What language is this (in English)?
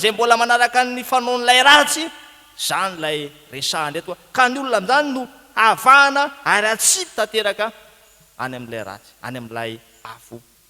Malagasy